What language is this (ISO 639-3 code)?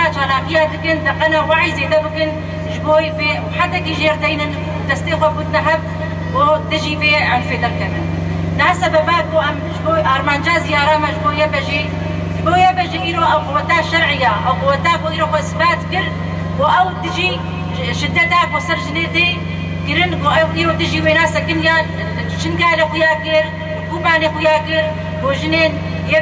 kur